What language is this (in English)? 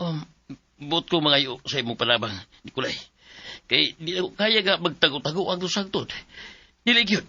Cebuano